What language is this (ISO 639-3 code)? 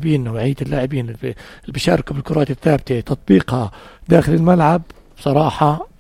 apc